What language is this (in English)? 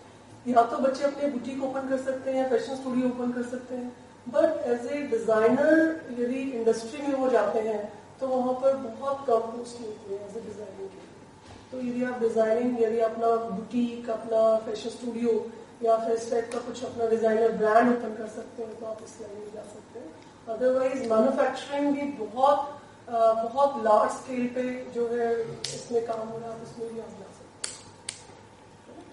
Hindi